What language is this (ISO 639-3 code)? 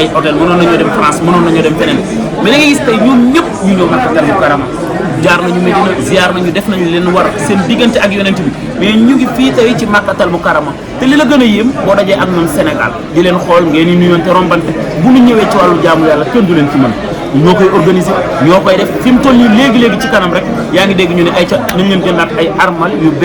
wol